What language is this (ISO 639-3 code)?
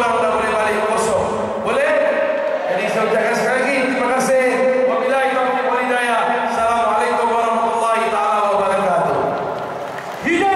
msa